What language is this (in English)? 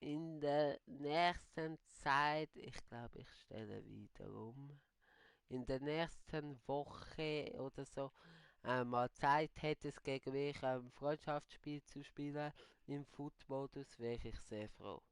Swiss German